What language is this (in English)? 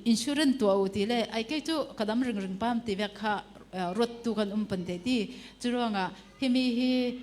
Falam Chin